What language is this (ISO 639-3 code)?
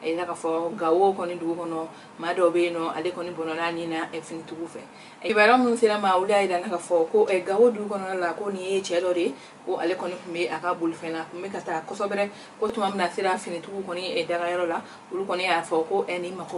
bam